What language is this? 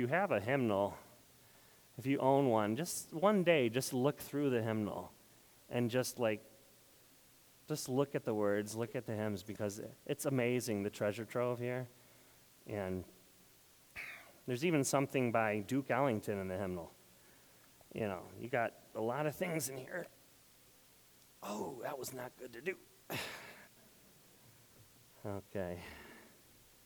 English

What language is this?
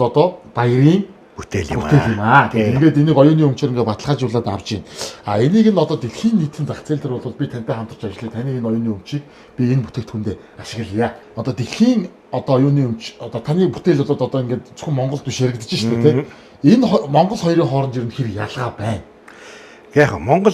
Mongolian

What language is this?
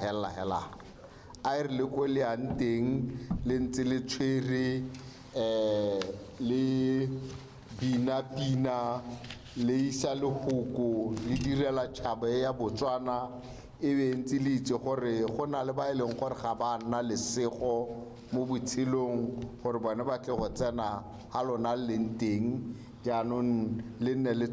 Tswana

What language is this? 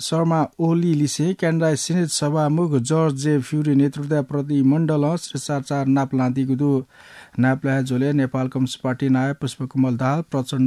Newari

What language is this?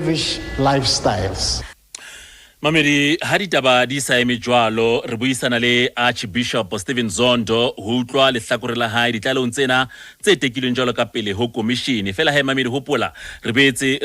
Southern Sotho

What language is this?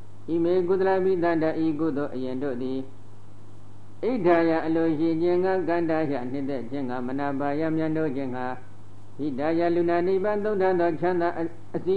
Burmese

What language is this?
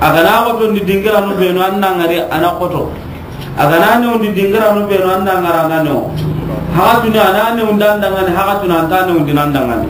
Soninke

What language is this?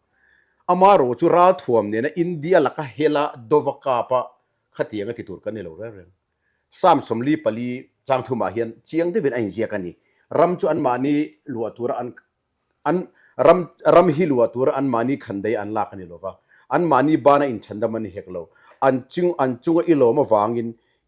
Mizo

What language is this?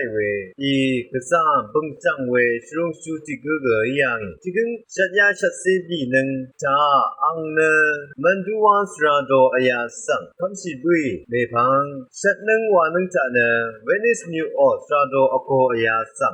Rawang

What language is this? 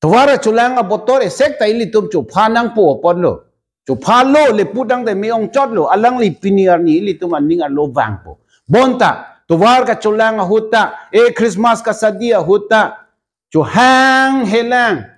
Karbi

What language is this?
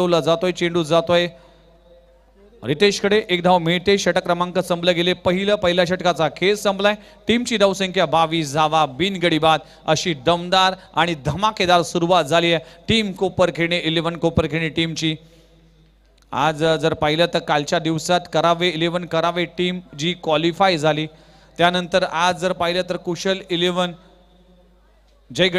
Marathi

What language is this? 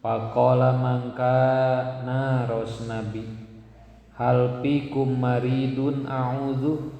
Sundanese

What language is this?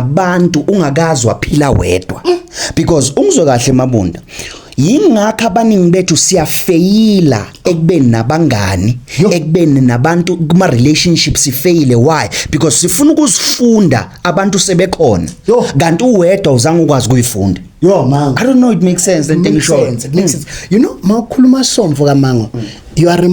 Zulu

